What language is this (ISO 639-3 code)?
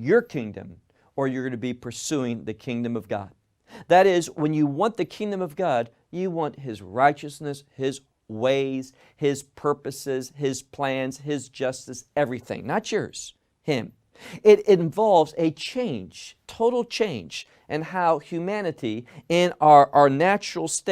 eng